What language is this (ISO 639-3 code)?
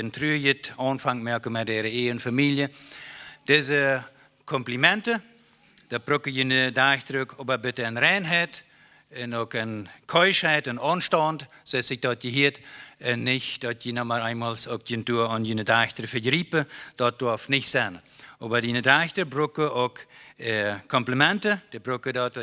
pdt